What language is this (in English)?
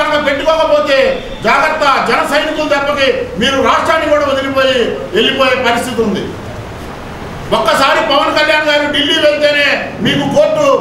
Telugu